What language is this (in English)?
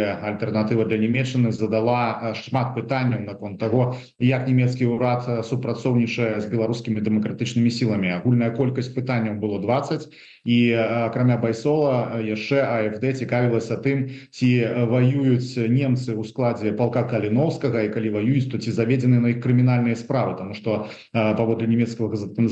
Belarusian